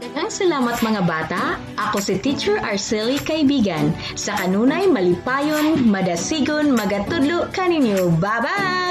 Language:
Cebuano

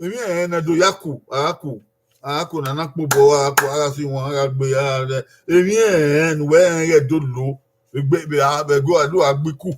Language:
Bini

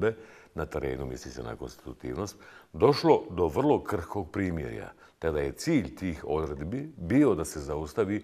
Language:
Bosnian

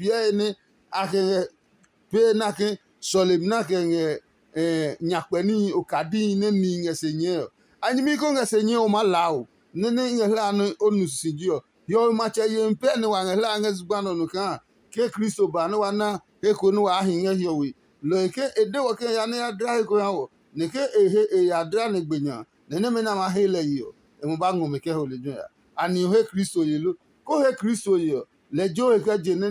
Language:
Adangme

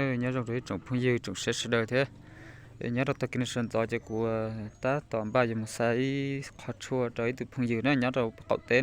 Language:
Hmong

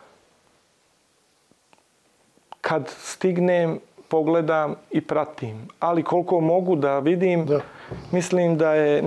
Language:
Bosnian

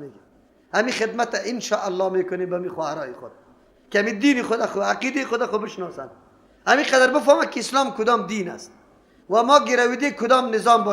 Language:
Persian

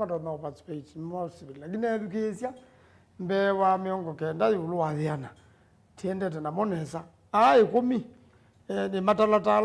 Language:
Kamba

